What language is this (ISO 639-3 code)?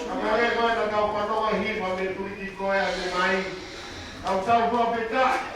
ton